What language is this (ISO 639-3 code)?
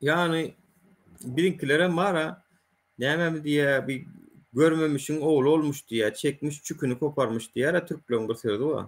tuk